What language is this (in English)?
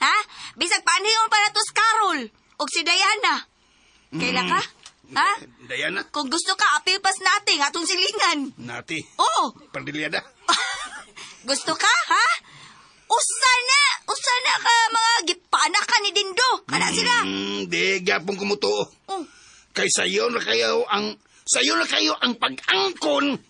Cebuano